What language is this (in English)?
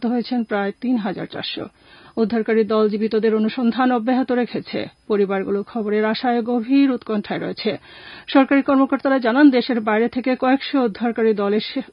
Bangla